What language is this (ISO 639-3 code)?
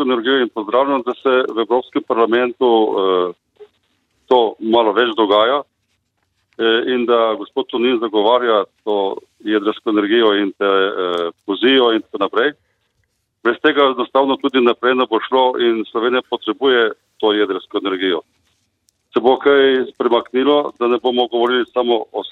slv